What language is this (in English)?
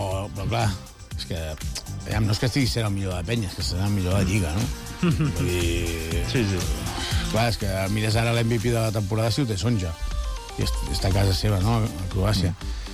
Catalan